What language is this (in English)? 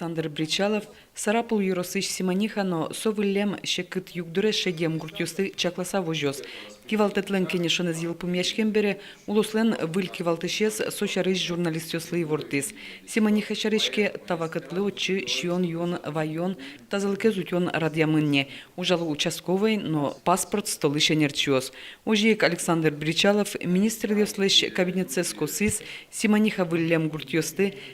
Udmurt